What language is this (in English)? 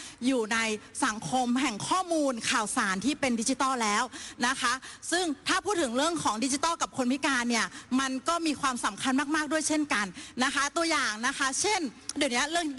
Thai